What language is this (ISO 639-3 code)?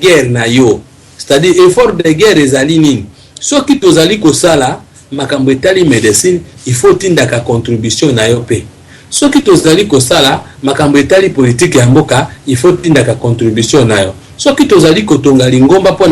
lin